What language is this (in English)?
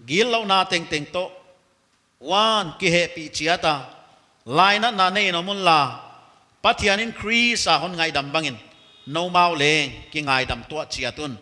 Paite Chin